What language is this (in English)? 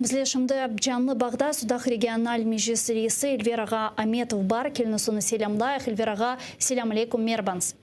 Crimean Tatar